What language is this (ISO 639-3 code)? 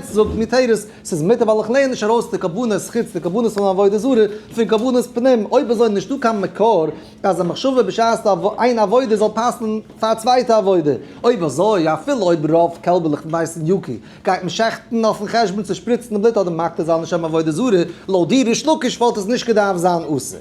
yid